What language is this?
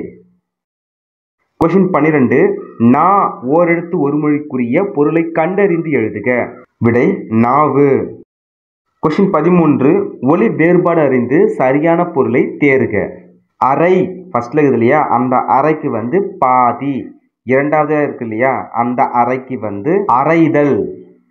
Tamil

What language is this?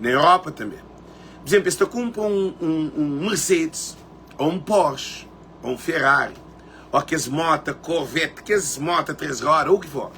Kabuverdianu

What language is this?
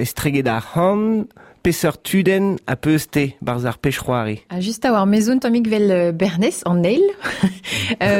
Breton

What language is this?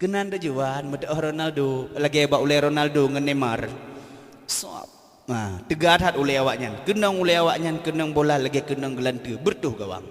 Achinese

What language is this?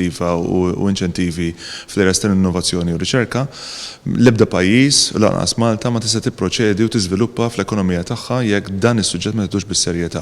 Maltese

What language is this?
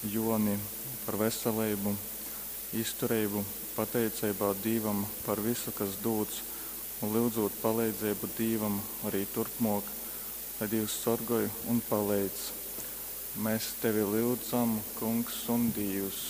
Latgalian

